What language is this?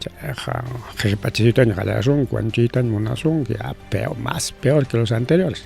Ayacucho Quechua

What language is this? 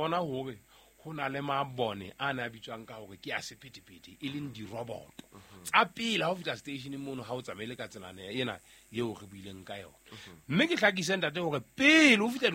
Southern Sotho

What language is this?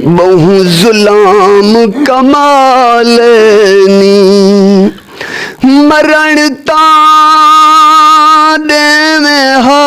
Saraiki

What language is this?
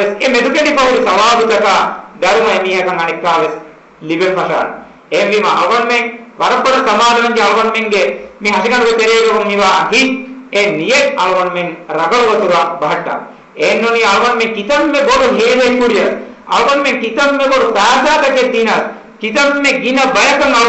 Divehi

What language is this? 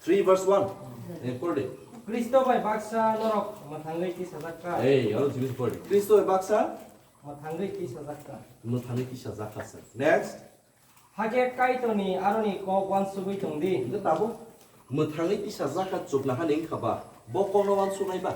Kok Borok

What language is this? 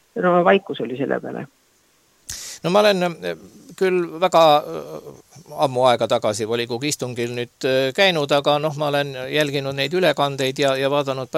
Estonian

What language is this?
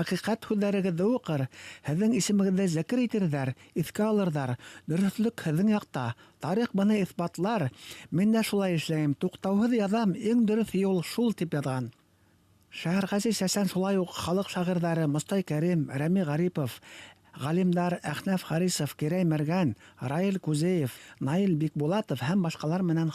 Bashkir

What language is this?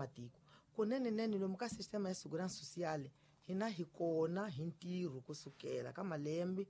Tsonga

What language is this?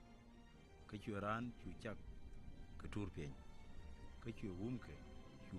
Nuer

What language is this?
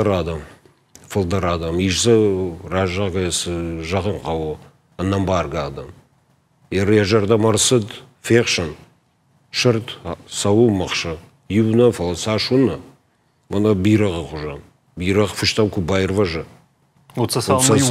Ossetic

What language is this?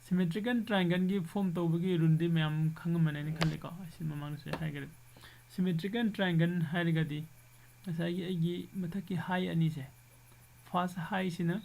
Manipuri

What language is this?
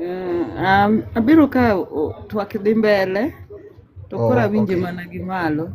Luo (Kenya and Tanzania)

